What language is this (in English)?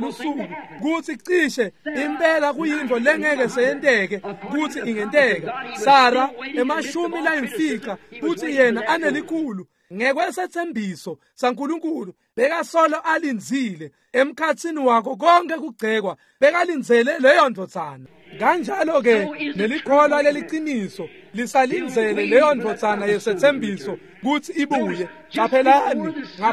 Swati